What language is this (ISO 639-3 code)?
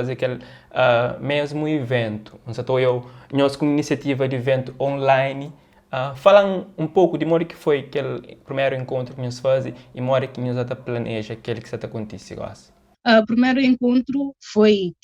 kea